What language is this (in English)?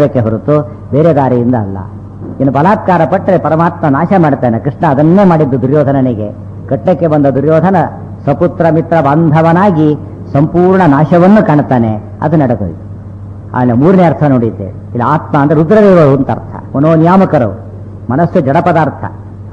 Kannada